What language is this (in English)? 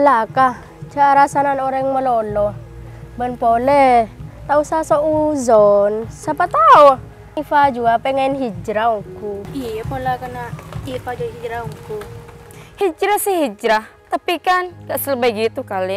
Madurese